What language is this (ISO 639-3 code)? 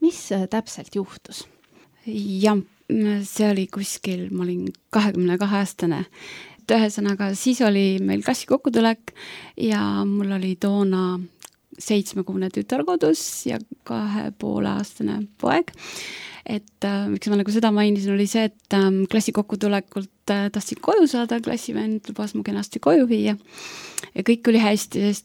est